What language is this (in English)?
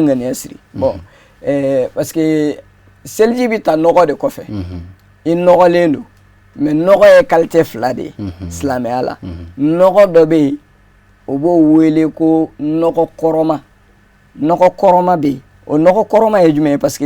Bambara